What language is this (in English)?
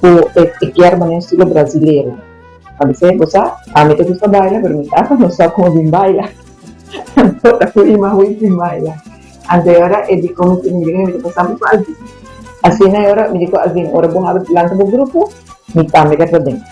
Papiamento